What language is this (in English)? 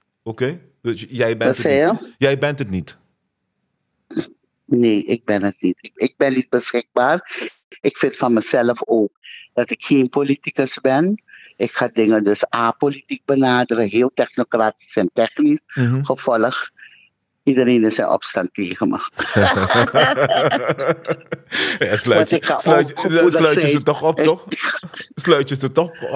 Dutch